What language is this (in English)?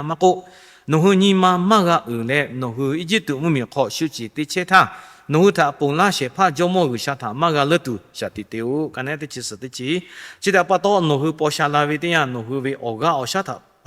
Lahu